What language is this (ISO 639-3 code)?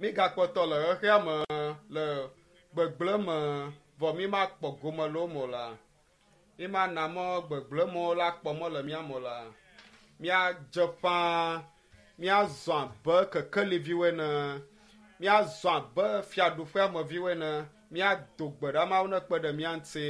ewe